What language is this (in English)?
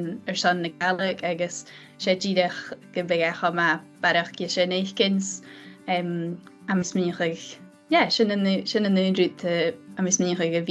Scottish Gaelic